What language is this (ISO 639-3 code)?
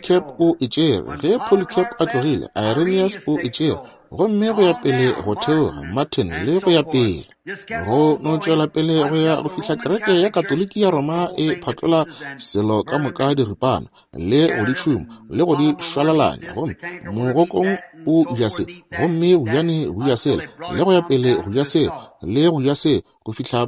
nso